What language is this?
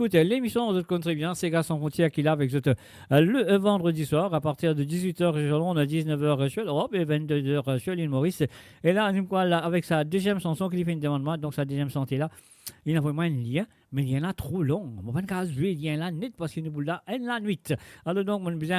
Morisyen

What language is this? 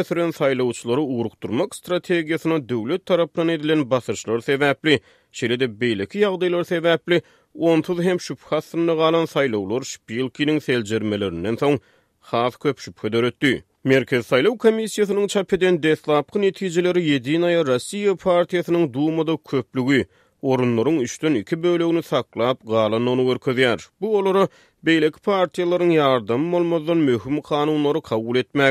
Turkmen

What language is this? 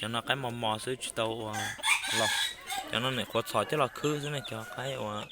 Hmong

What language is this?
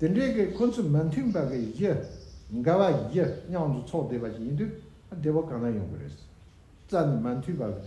Tibetan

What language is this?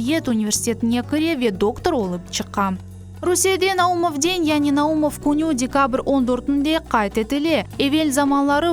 Crimean Tatar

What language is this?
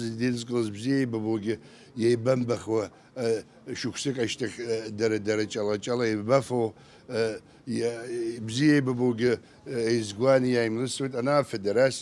Abkhazian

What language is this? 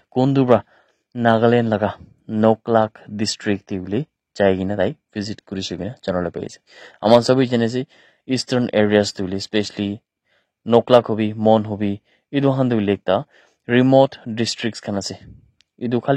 Naga Pidgin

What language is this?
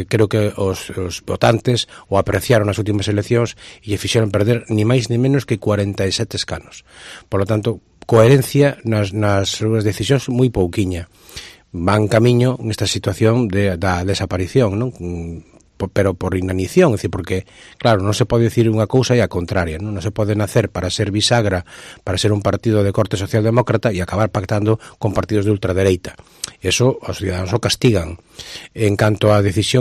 Galician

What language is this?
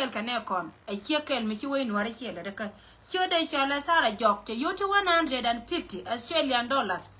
Nuer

